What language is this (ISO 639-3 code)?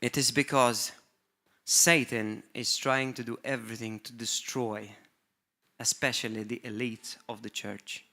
eng